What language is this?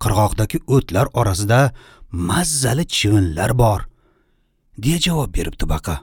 Uzbek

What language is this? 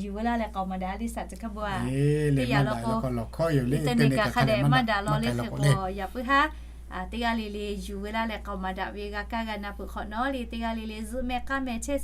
Lahu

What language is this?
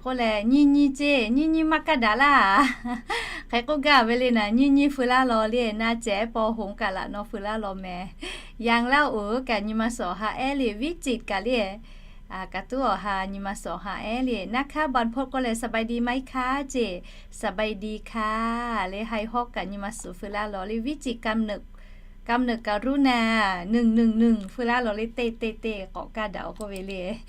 Lahu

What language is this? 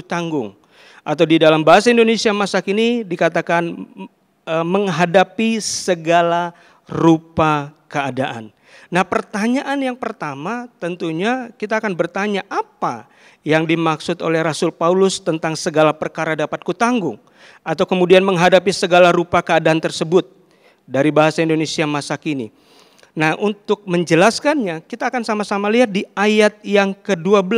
Indonesian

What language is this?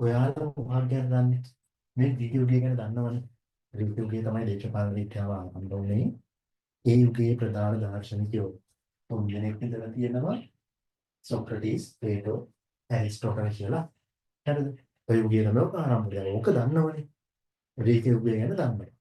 Sinhala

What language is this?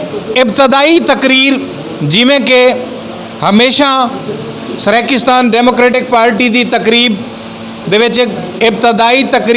Saraiki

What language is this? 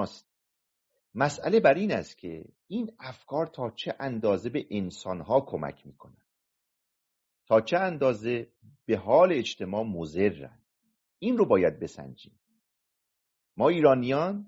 Persian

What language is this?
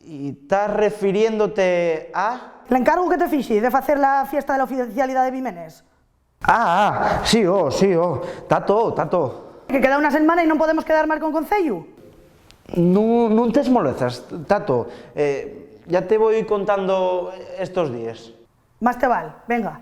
Asturian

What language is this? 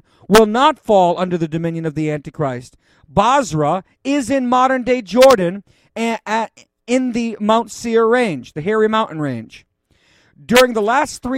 English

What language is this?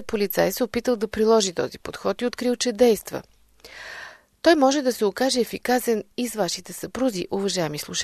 Bulgarian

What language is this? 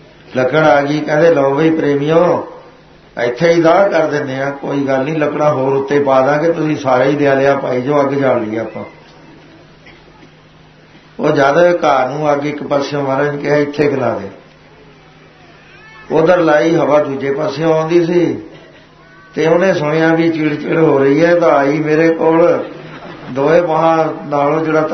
Punjabi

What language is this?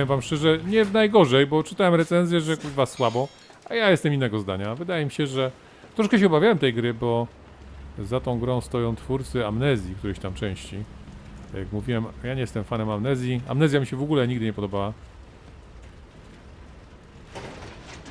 Polish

